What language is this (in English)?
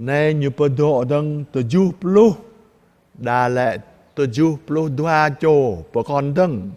Jarai